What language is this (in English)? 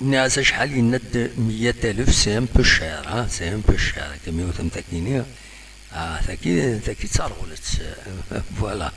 Kabyle